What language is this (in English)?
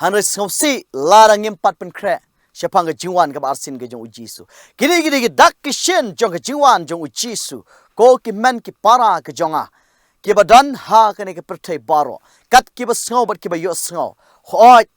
Khasi